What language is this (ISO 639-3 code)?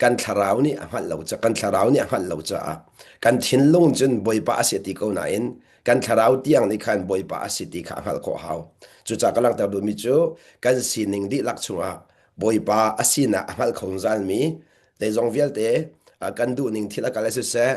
cnh